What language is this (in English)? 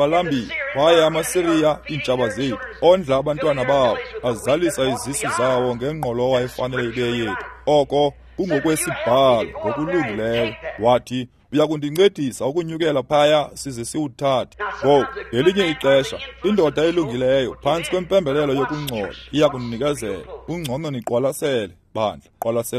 Xhosa